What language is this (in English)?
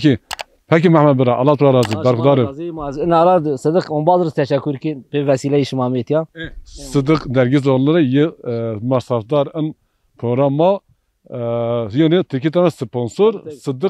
Zaza